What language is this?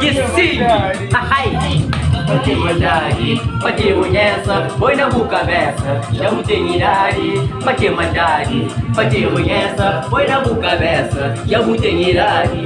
Kabuverdianu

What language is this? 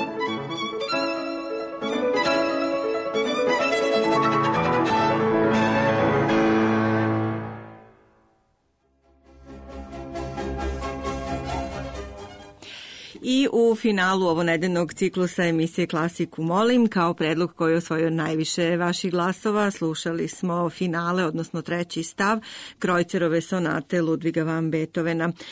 Serbian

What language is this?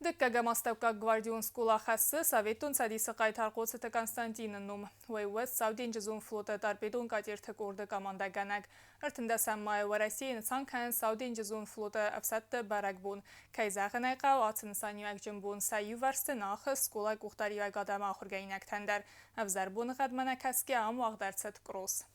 Ossetic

